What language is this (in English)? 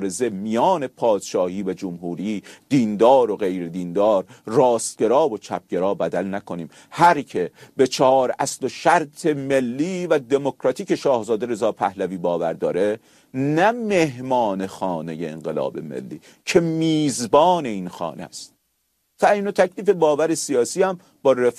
Persian